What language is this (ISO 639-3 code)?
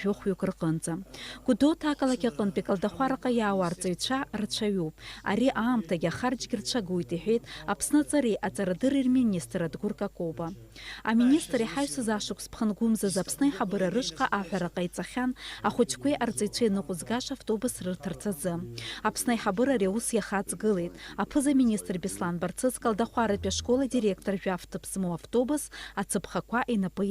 abk